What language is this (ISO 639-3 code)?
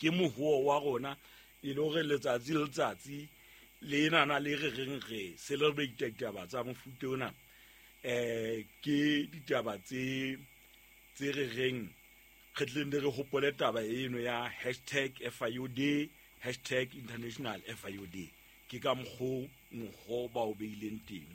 sot